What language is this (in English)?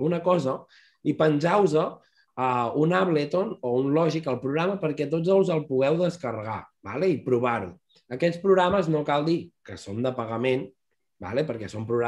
Catalan